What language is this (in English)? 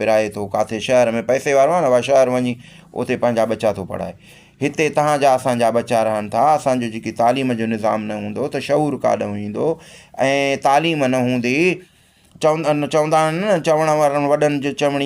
Sindhi